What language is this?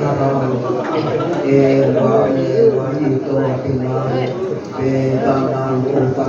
Pali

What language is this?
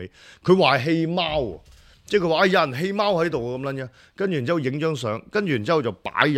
Cantonese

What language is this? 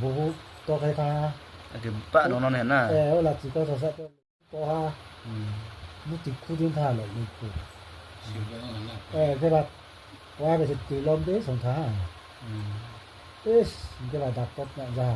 Riang (India)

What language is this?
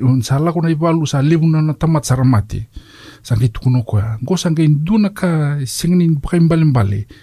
Fijian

